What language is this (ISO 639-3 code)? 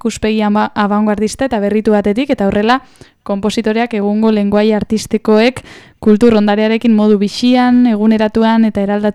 eus